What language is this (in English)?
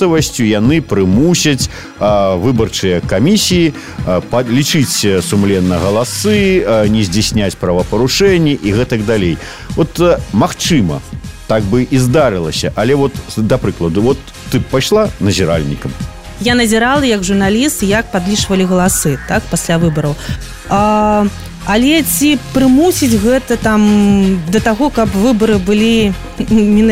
Belarusian